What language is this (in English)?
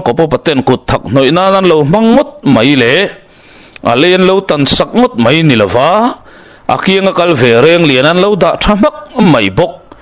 Mizo